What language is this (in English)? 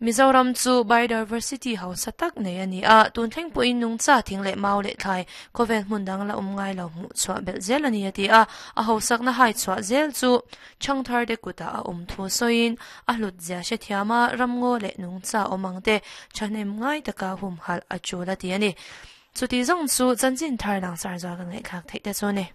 Mizo